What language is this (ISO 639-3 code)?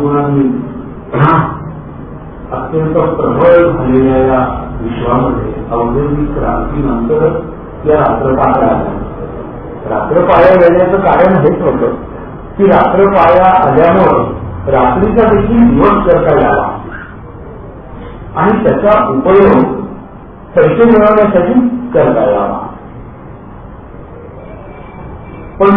mar